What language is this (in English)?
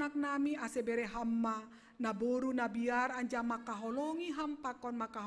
Batak Simalungun